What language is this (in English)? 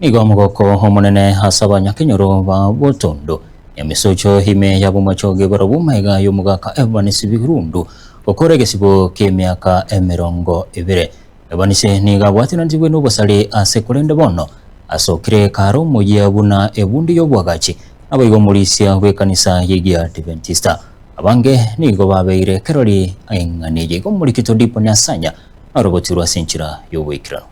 Gusii